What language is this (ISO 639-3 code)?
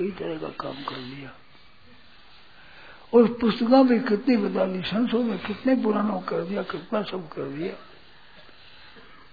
hin